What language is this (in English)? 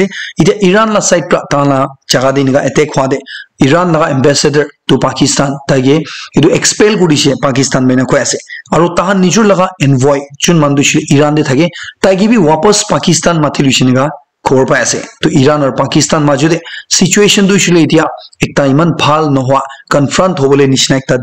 Naga Pidgin